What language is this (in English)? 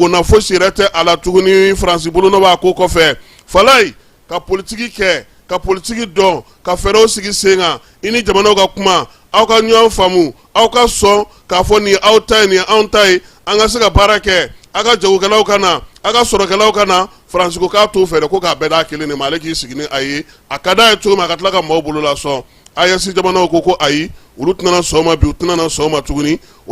Bambara